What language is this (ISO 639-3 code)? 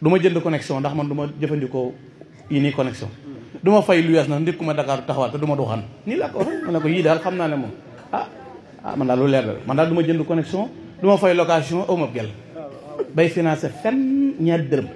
wol